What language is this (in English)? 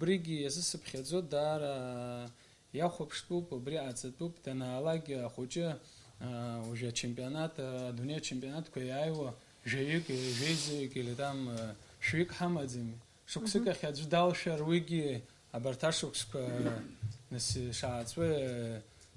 Abkhazian